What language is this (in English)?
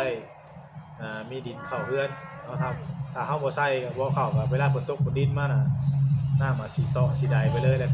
Northeastern Thai